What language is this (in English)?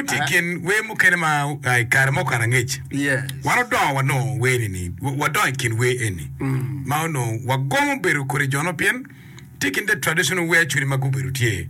Acoli